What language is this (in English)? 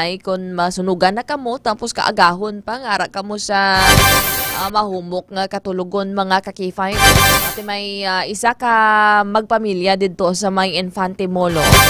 Hiligaynon